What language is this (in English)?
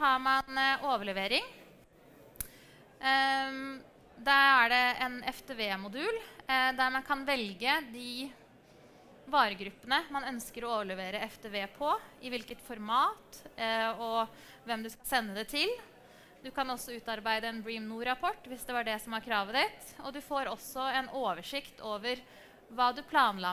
Norwegian